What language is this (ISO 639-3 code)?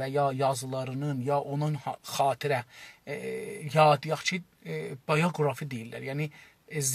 azb